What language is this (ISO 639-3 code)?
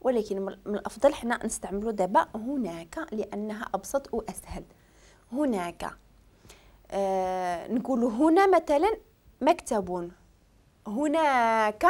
ary